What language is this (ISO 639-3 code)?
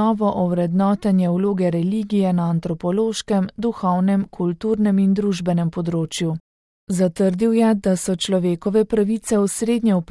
slv